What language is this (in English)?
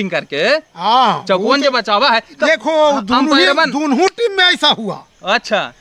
Magahi